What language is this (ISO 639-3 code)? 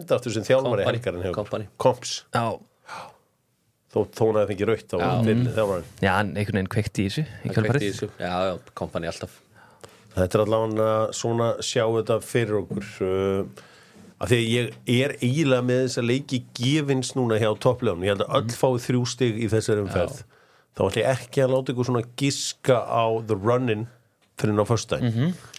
isl